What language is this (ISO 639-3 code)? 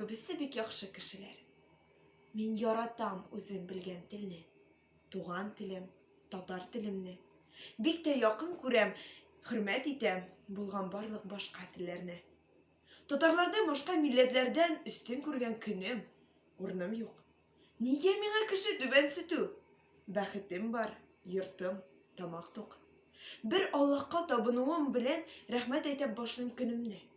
tat